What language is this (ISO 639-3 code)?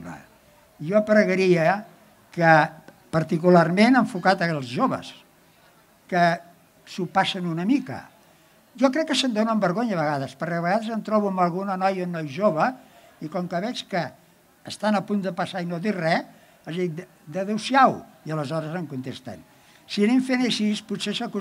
cat